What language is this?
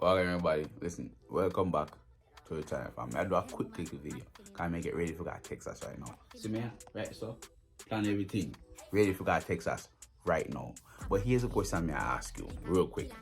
Jamaican Creole English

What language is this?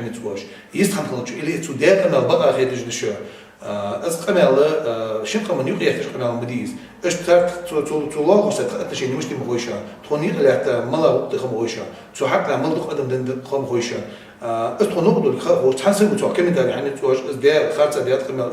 Chechen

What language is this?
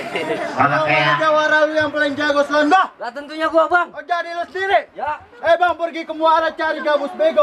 Betawi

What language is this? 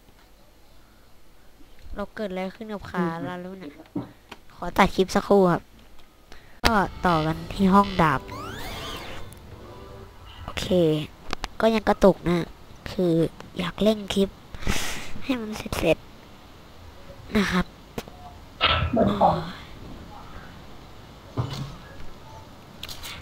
Thai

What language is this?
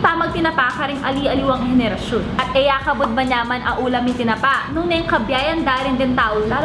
Pampanga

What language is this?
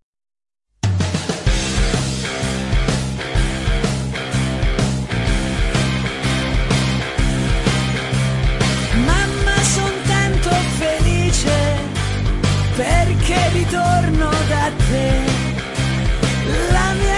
Italian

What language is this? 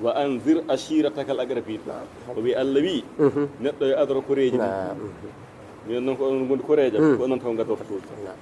Fula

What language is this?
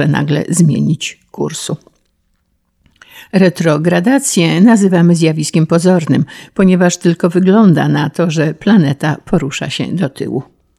Polish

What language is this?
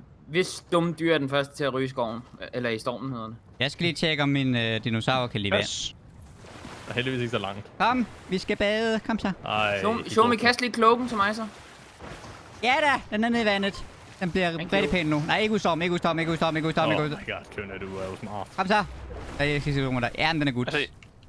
Danish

